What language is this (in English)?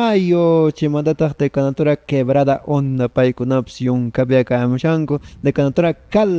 Quechua